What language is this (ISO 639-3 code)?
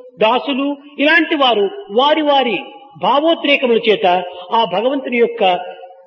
tel